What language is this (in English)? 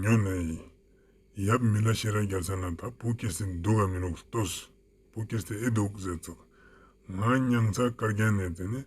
Ladakhi